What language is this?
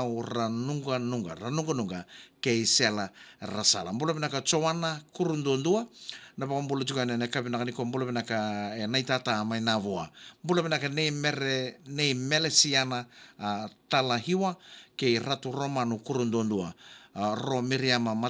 Fijian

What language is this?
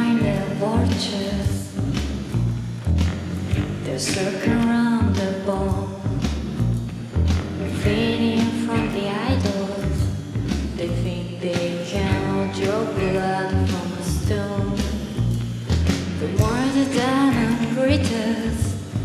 English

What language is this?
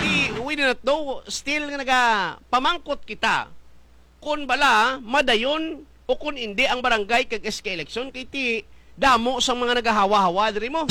Hiligaynon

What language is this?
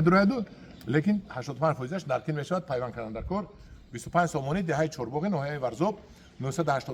Tajik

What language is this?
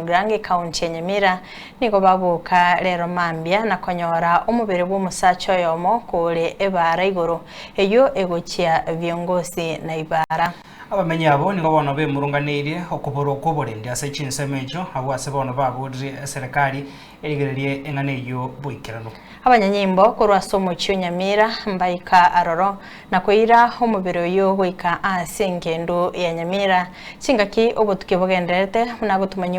Gusii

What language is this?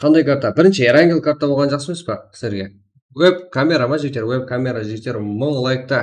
Kara-Kalpak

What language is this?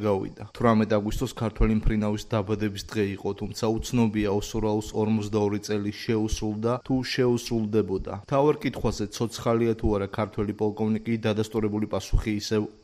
Georgian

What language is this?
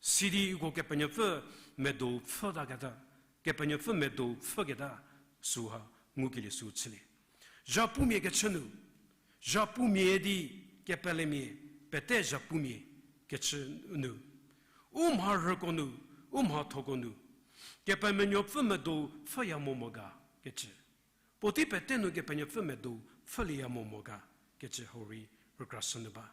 Angami Naga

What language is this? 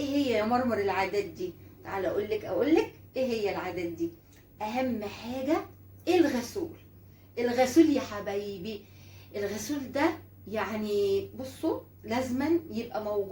Egyptian Arabic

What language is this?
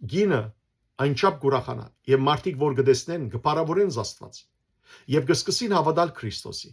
Western Armenian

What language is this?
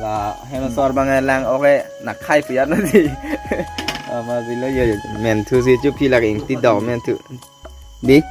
Karbi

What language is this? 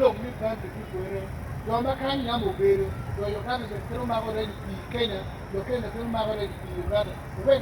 Acoli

